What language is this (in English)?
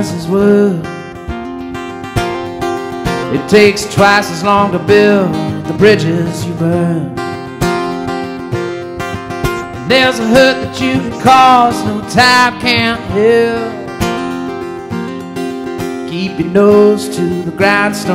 English